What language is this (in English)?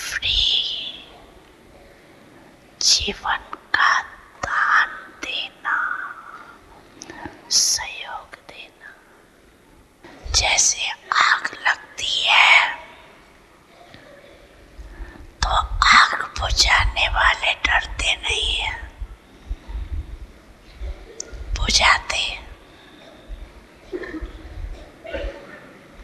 Hindi